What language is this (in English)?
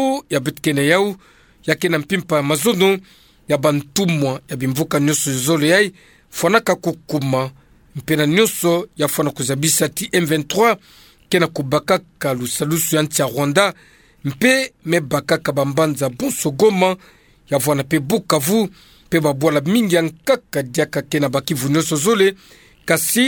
Kituba (Democratic Republic of Congo)